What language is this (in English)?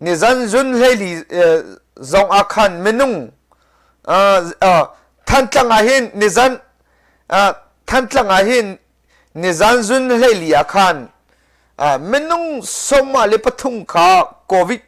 Hakha Chin